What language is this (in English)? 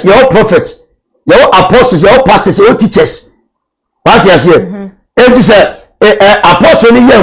Akan